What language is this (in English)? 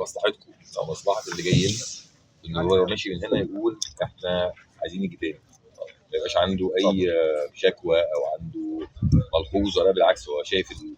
Egyptian Arabic